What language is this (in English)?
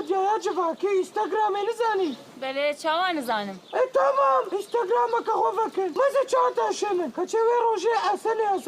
Kurdish